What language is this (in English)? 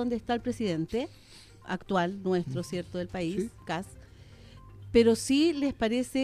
Spanish